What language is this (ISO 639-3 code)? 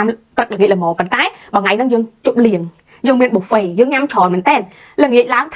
khm